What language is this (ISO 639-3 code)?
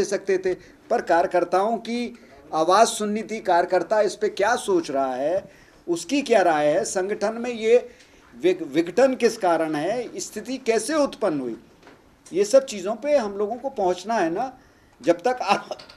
hin